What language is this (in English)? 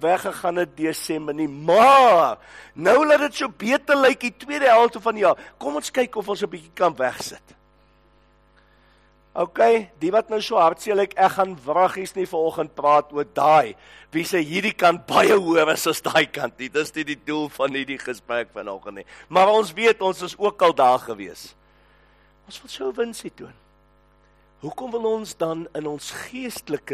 Afrikaans